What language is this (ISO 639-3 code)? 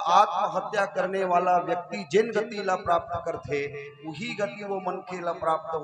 hne